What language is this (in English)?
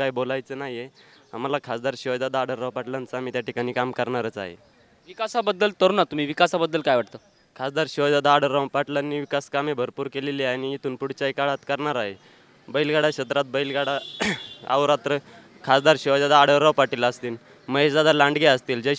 Marathi